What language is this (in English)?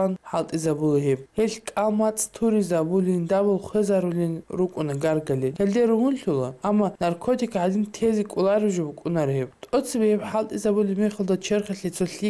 Avaric